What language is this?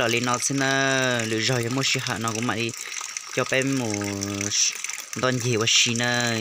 Hmong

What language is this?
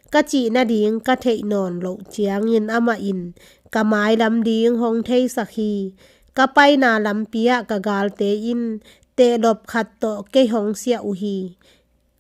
Tedim Chin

